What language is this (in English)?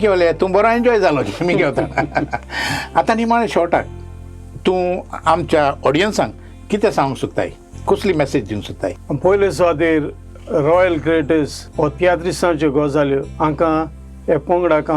Konkani